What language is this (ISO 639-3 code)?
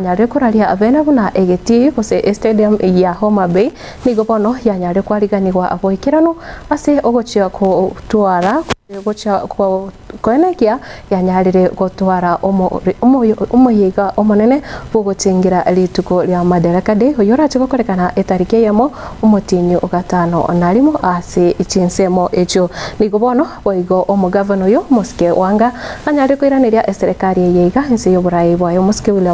guz